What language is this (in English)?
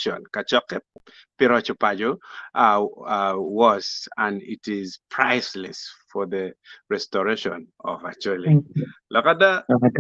Acoli